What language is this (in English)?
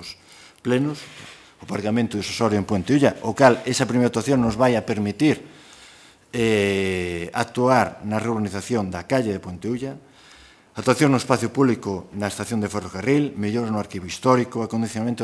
Galician